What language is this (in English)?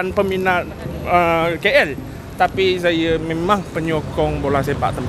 Malay